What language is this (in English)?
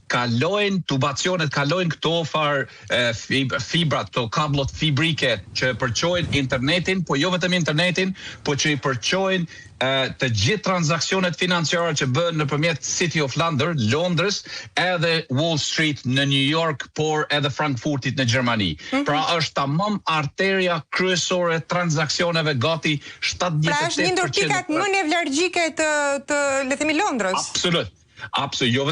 Albanian